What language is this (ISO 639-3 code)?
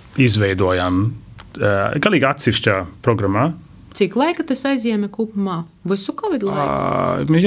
lav